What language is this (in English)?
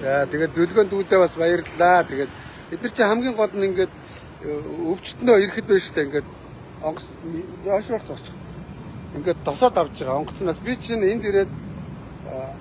Mongolian